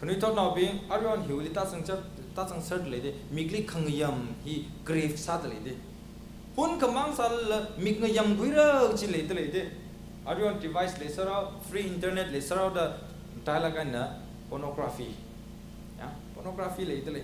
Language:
Tangkhul Naga (India)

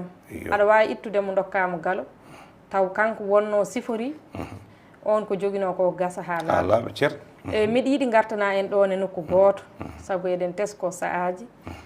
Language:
Fula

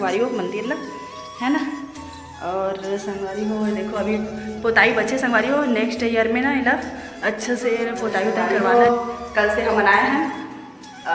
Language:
Chhattisgarhi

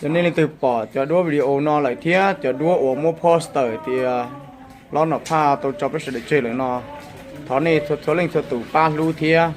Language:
Hmong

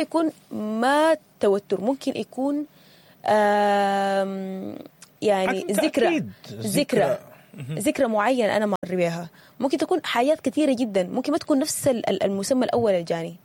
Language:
Sudanese Arabic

